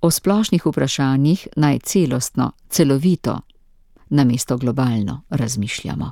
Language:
Slovenian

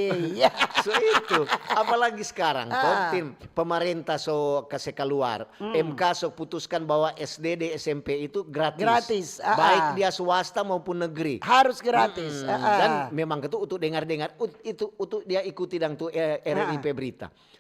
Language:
Manado Malay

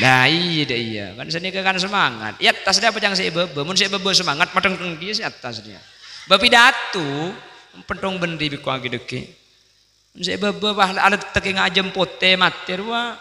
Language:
Madurese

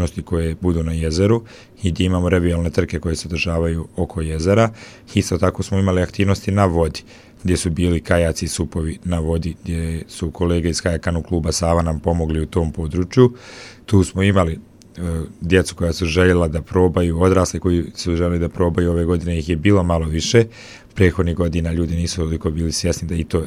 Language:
Bosnian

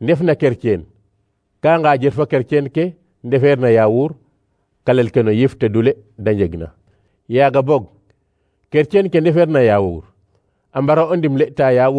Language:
Serer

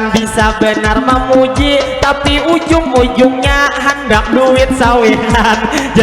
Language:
Banjar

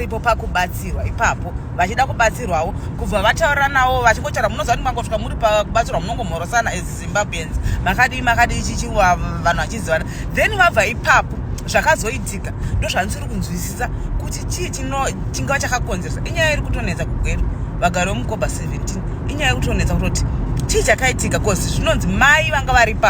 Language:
Shona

